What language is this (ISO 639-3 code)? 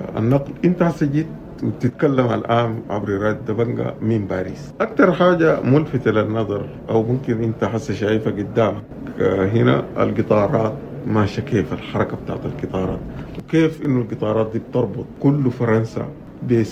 apd